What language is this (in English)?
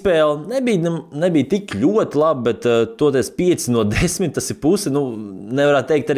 Latvian